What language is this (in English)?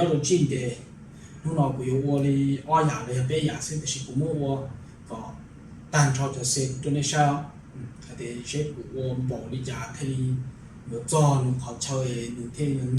Hmong